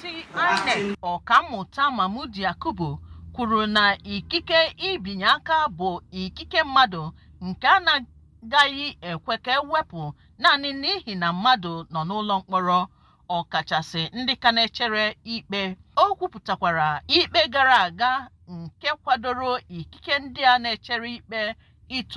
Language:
Igbo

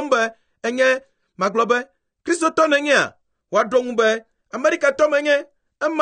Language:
Ewe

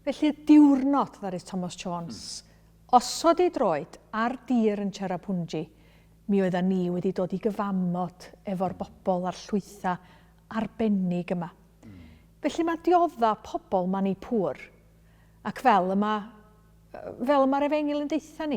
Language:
Welsh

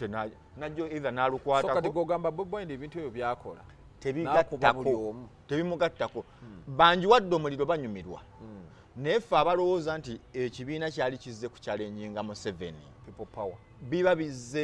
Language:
Ganda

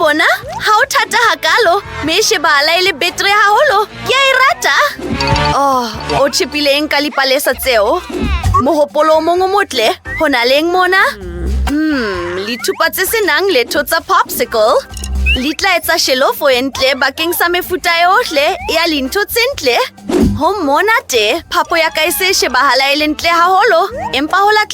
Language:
Southern Sotho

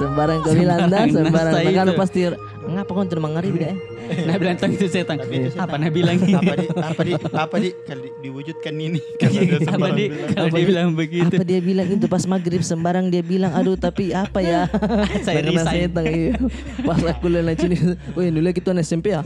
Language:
Makassar Malay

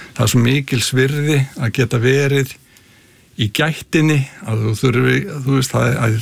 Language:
Icelandic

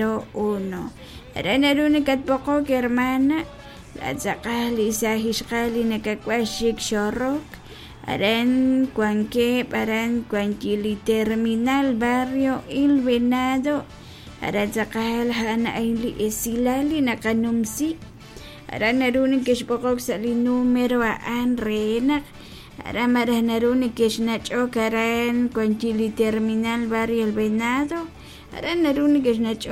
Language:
Kekchí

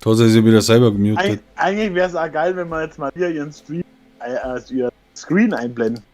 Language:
Bavarian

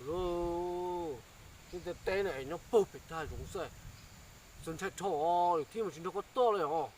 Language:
Hmong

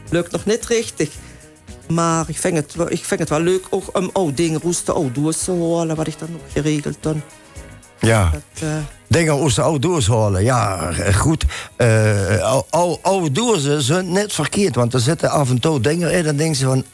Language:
Limburgish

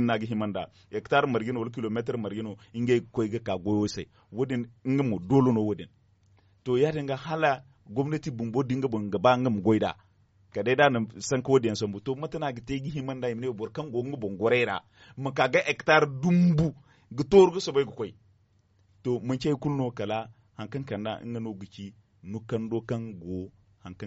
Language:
Zarma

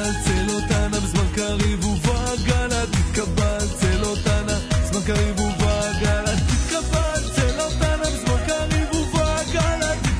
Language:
Hebrew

